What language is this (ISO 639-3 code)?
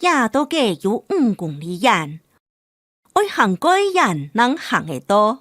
hak